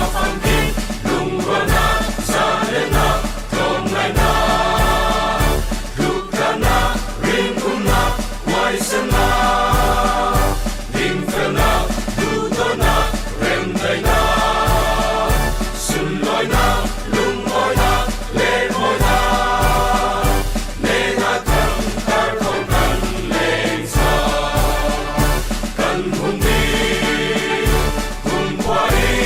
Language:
Falam Chin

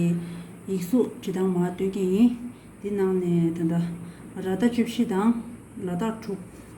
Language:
Tibetan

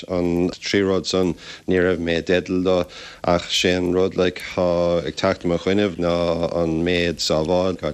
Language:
Irish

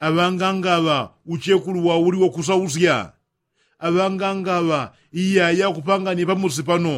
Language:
Yao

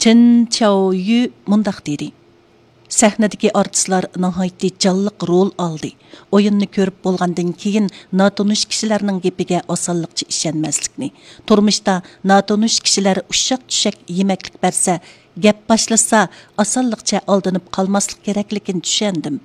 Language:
Uyghur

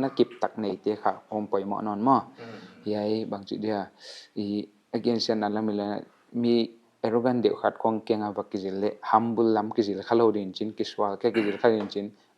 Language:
Paite Chin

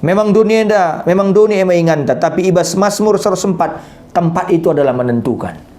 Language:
Batak Karo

